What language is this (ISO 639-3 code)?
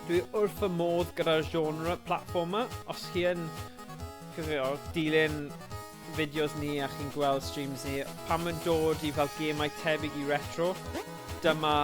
cym